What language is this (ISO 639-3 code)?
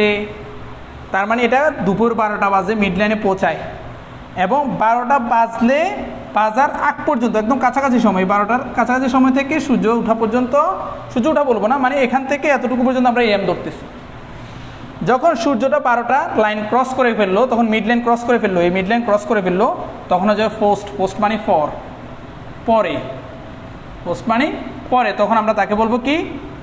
ben